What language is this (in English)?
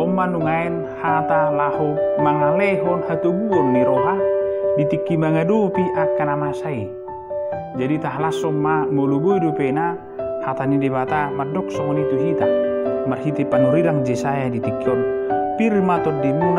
Batak Toba